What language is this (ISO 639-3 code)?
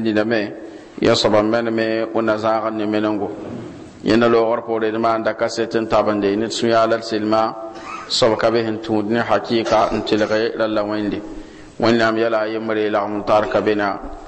mos